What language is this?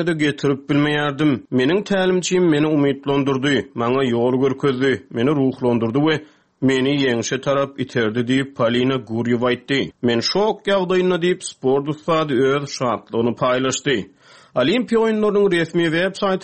Turkmen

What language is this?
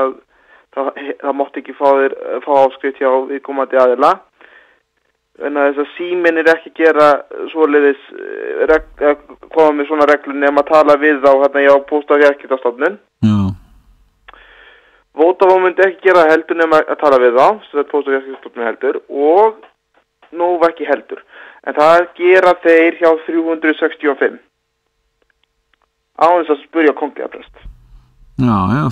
Icelandic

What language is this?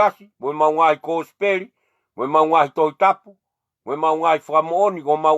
Tongan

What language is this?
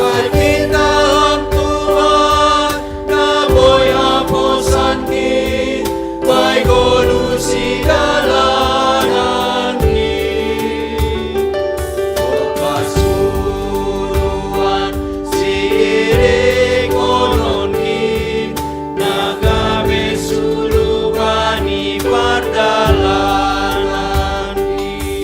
Batak Simalungun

